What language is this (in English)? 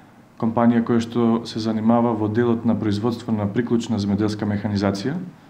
Macedonian